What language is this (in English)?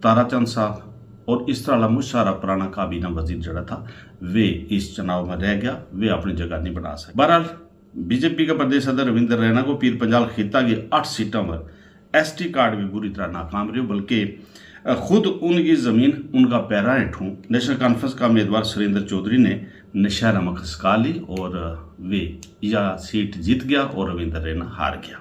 Gujari